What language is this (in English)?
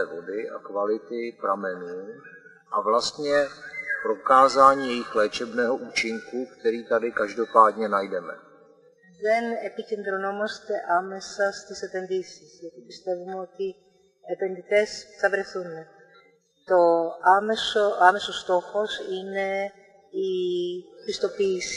Greek